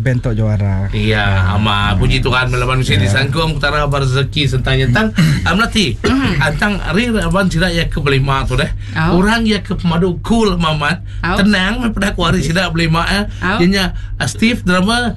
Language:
Iban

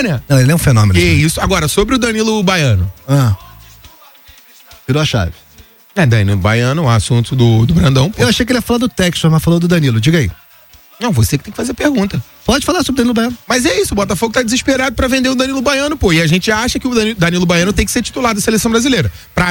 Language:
Portuguese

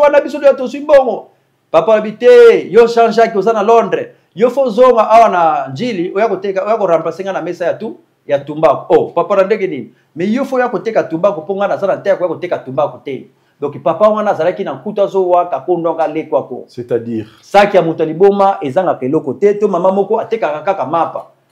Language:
Lingala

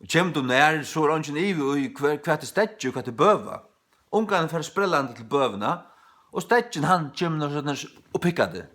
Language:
Faroese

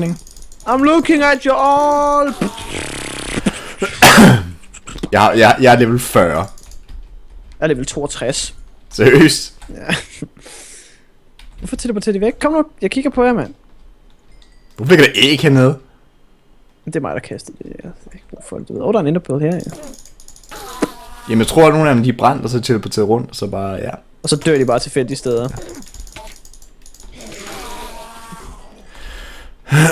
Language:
Danish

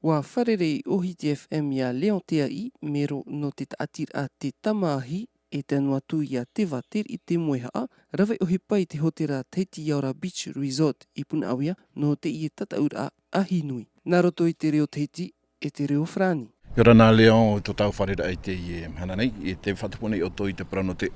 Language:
Tahitian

